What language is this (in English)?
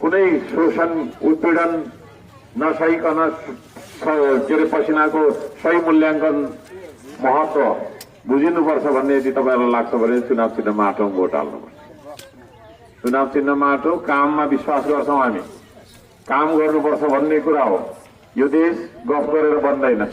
Nepali